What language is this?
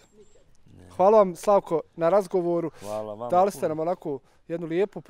Bosnian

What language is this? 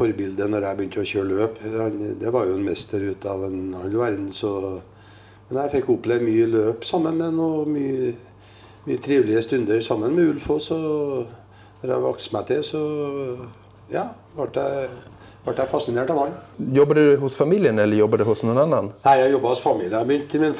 Norwegian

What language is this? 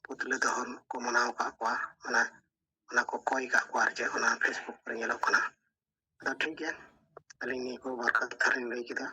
Santali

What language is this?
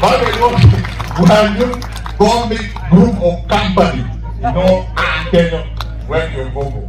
Acoli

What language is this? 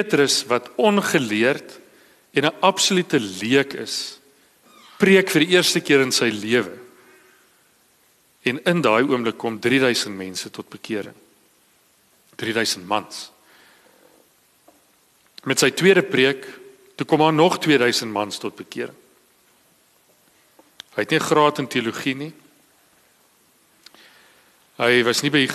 Afrikaans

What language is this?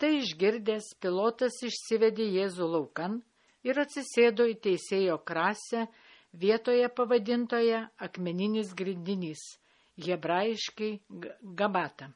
Lithuanian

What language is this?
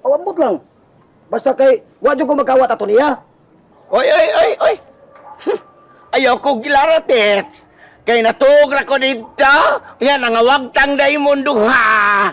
Cebuano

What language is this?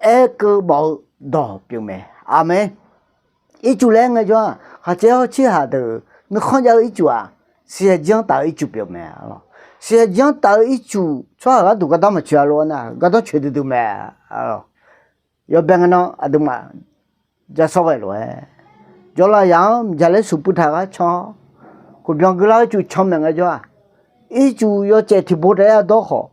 Akha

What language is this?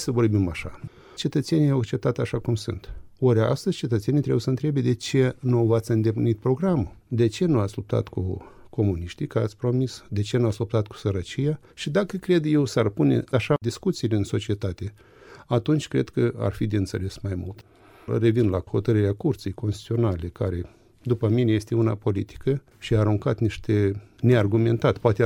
Romanian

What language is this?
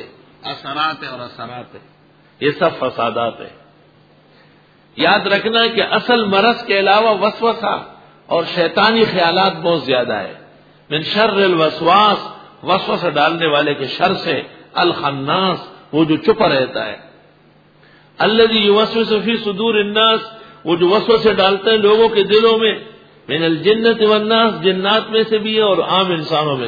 Urdu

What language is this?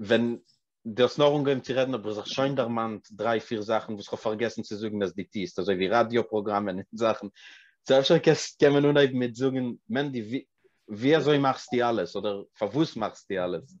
Yiddish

